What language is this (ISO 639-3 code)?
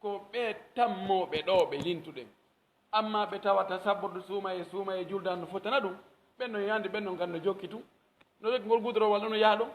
fuf